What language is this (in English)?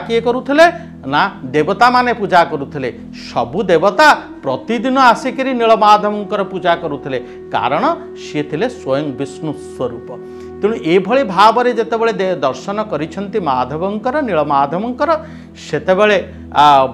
Odia